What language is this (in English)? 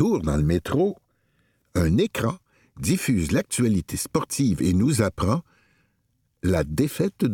French